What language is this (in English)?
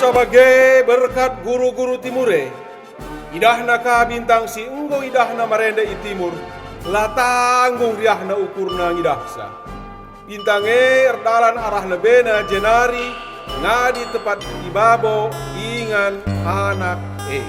Batak Karo